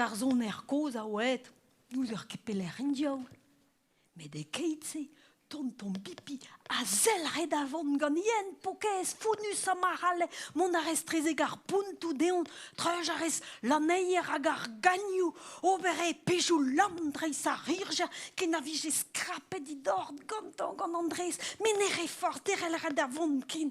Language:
Breton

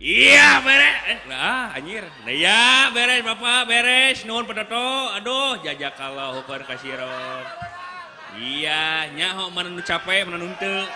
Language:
Sundanese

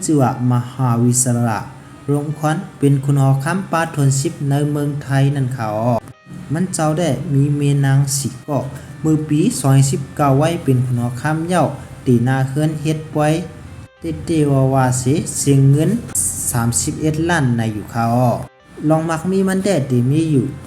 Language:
Shan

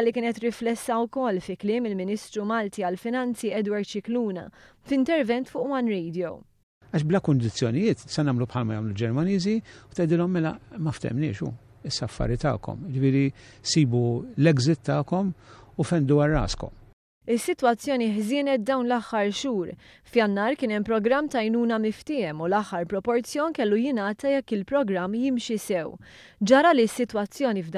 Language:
Maltese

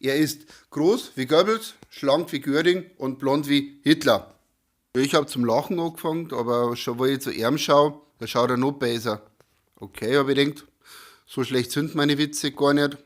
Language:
Bavarian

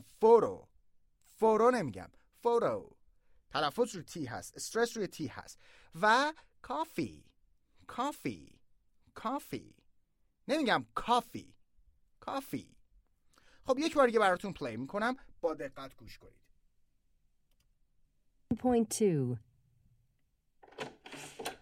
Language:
Persian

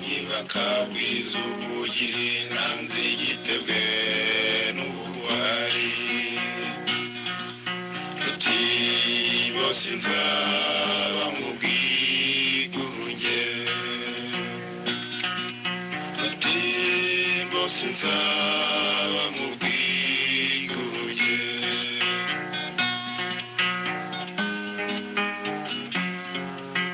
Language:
Kinyarwanda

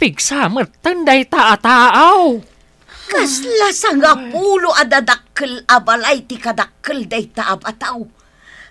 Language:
Iloko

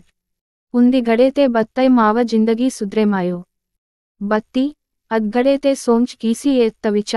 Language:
Gondi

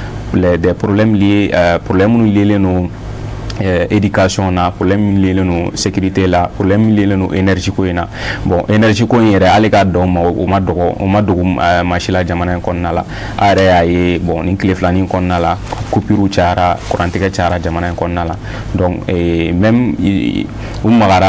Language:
Bambara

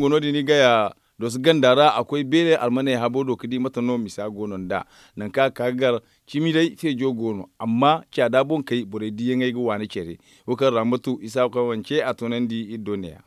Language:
Zarma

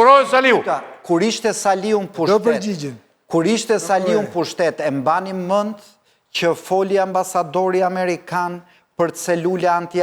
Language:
Albanian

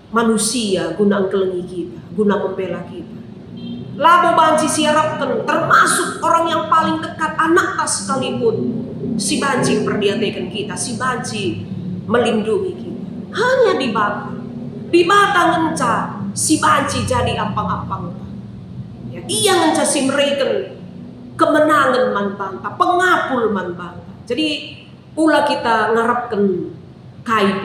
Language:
Batak Karo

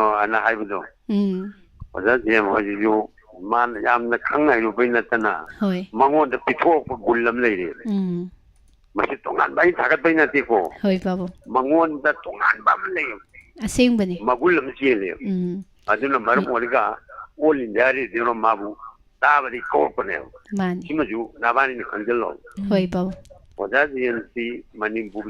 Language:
Manipuri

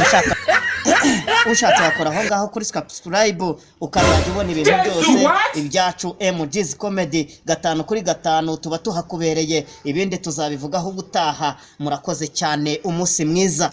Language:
Kinyarwanda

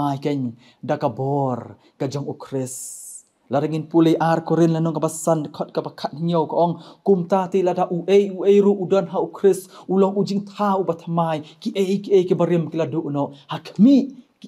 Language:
Khasi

